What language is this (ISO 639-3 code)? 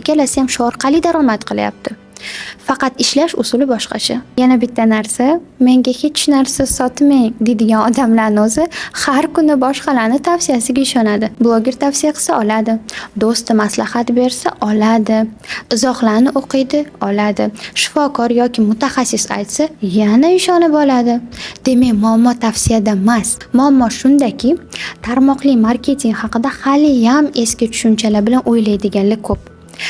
uzb